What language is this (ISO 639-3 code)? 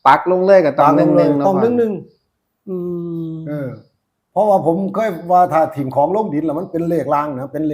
tts